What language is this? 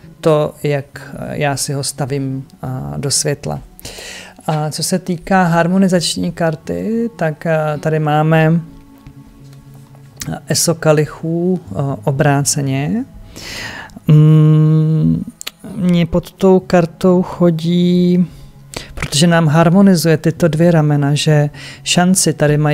Czech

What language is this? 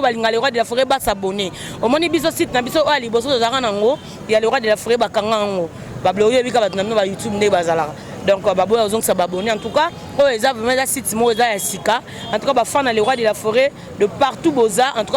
Lingala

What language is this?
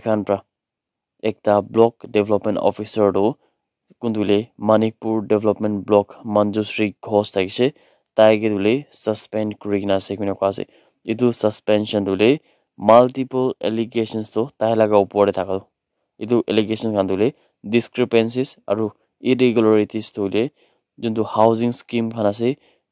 Naga Pidgin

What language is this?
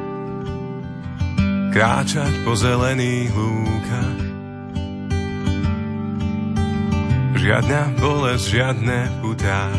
Slovak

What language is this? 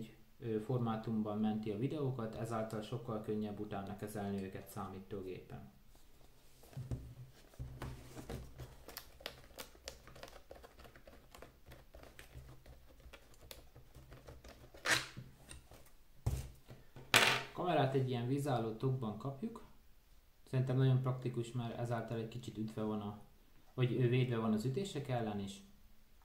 Hungarian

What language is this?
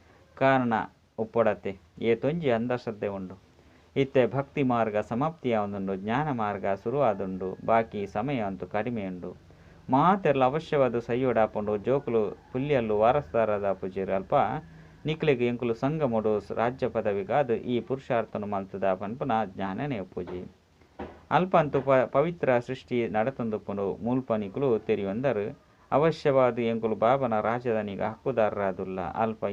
Tulu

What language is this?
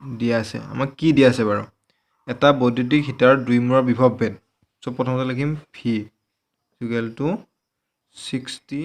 Assamese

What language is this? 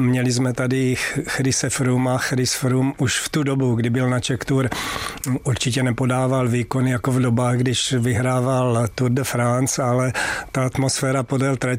Czech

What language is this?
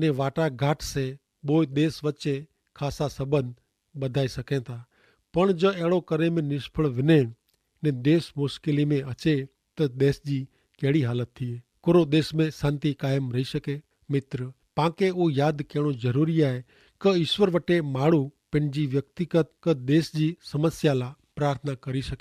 Kachhi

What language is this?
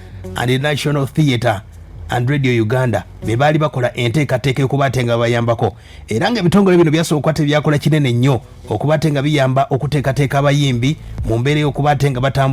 Ganda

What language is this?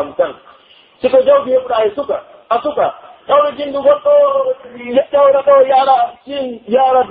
Pular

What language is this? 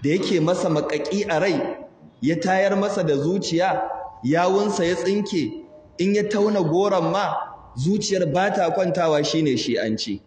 Hausa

